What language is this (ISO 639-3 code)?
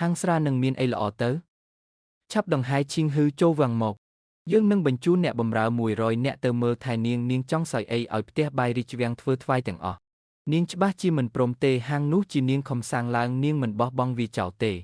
khm